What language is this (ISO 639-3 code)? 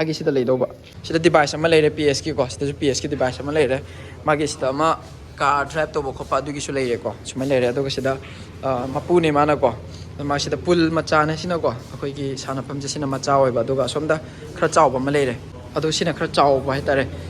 mni